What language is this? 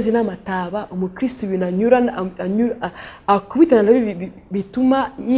Kinyarwanda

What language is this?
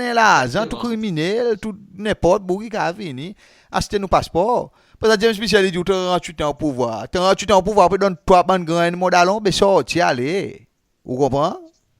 Seselwa Creole French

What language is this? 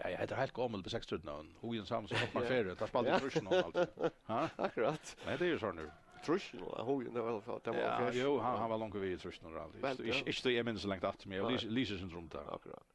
Faroese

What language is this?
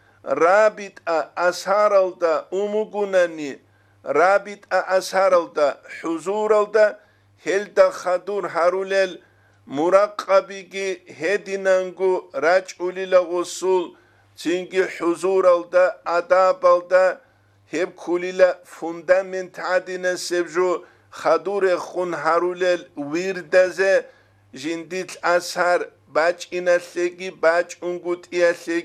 Avaric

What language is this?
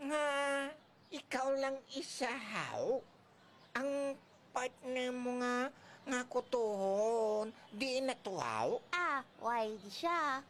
Hiligaynon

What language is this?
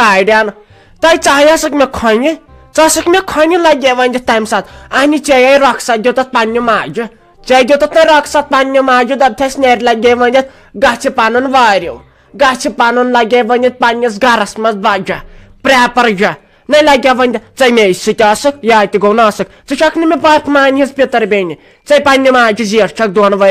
Kashmiri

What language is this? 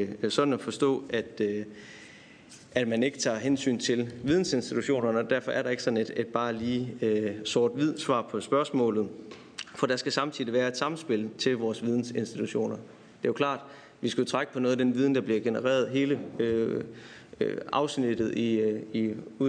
Danish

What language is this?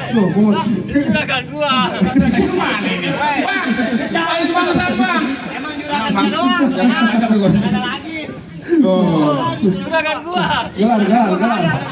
Betawi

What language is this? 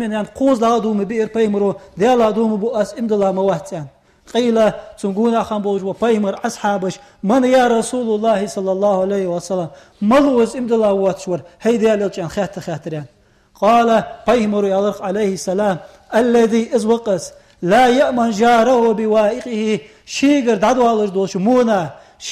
Ingush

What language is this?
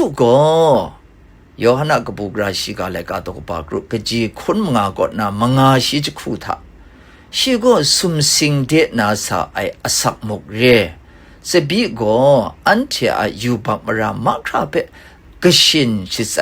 Kachin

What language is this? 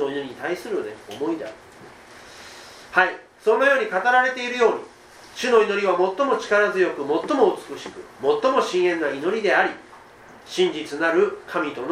Japanese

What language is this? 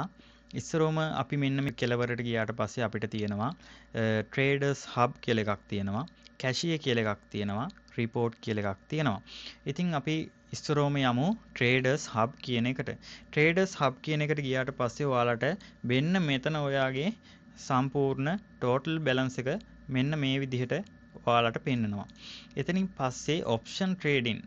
Sinhala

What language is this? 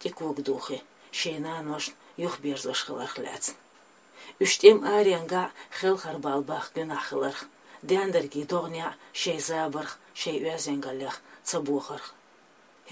Chechen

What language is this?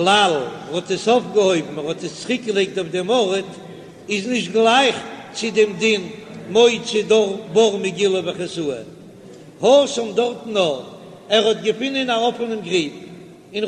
Yiddish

